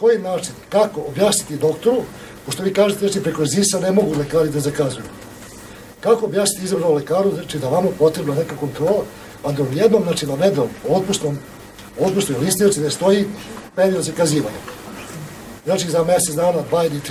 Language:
Serbian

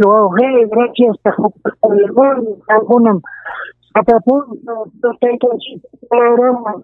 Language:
Ayacucho Quechua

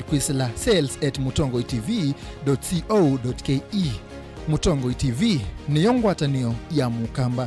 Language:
Kamba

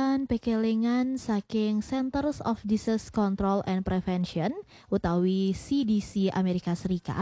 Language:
Balinese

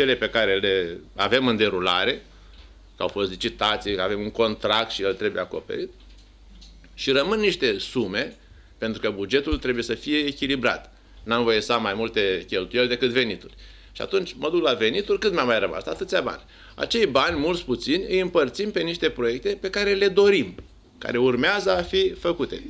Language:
Romanian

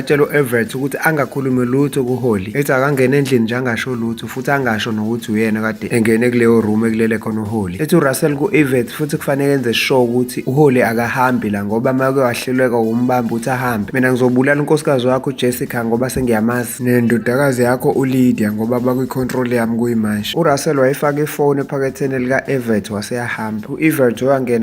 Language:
Zulu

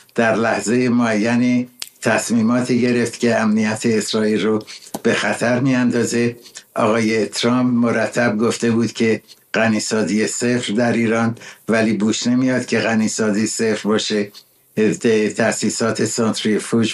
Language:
Persian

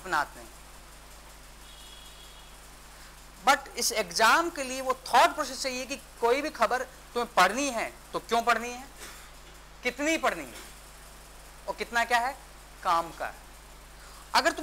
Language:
Hindi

